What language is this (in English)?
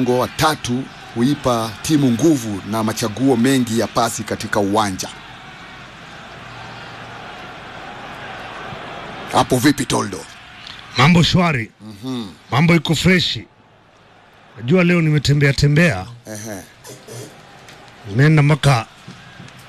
Swahili